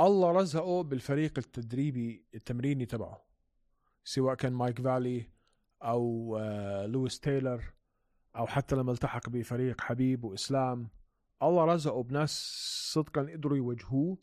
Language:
North Levantine Arabic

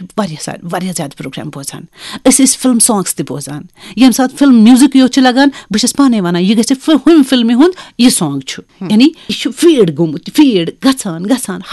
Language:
Kashmiri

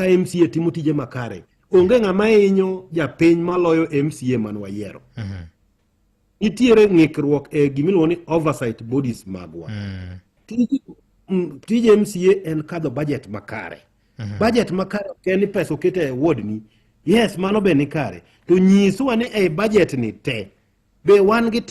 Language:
Luo (Kenya and Tanzania)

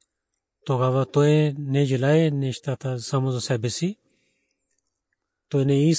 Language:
Bulgarian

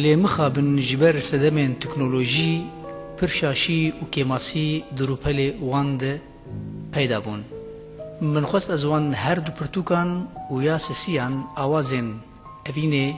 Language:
Kurdish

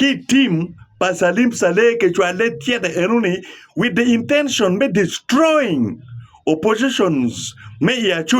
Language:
Acoli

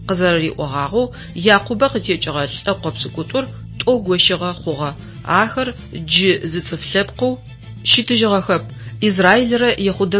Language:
Adyghe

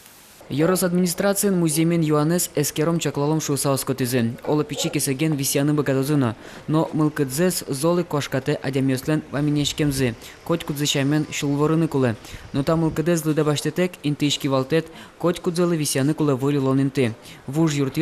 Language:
Udmurt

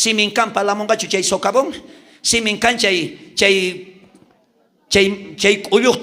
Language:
South Bolivian Quechua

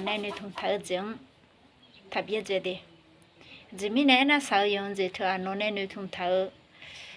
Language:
Akha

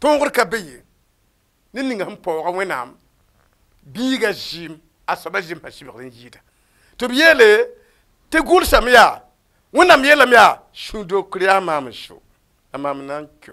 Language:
Mossi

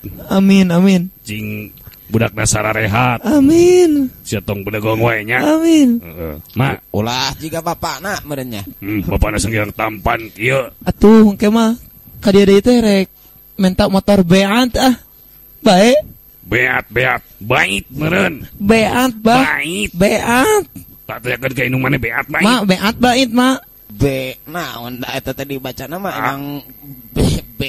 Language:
Sundanese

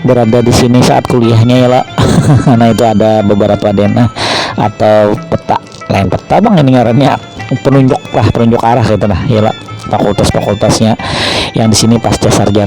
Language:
Banjar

